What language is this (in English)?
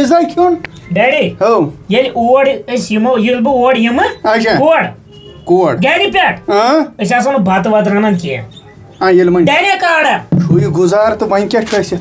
Kashmiri